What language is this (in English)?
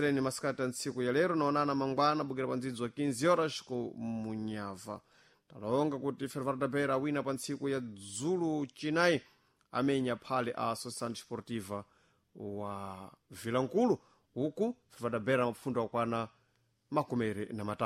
Sena